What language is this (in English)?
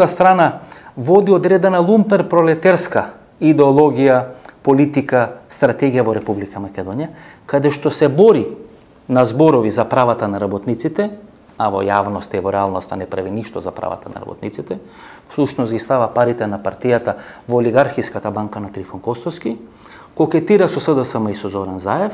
Macedonian